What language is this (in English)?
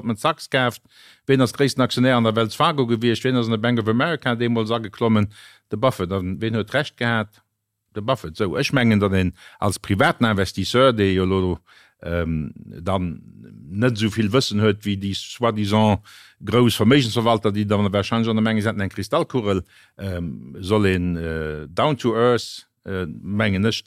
Luxembourgish